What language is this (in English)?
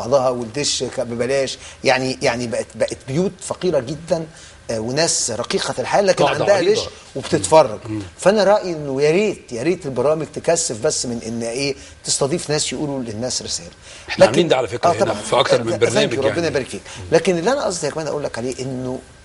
Egyptian Arabic